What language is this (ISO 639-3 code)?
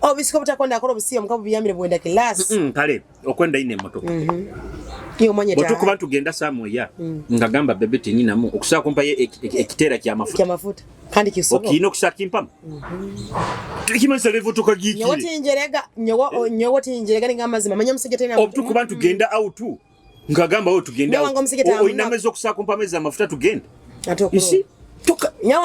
nyo